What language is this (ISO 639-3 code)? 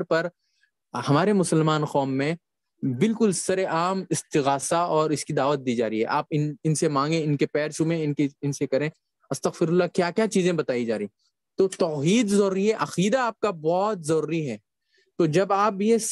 urd